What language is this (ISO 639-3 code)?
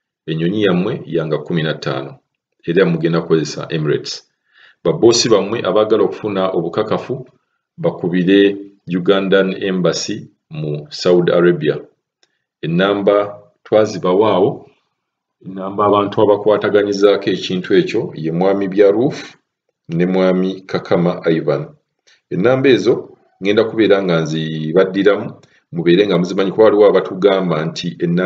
lug